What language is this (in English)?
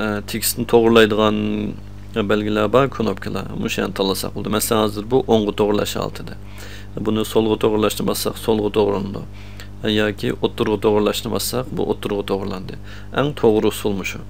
Uyghur